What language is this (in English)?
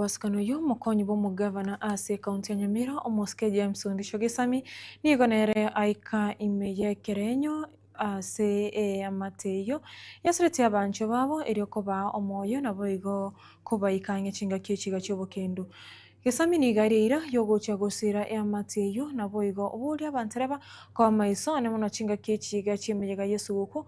Gusii